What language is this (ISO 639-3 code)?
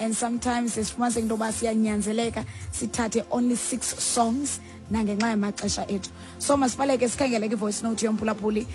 xho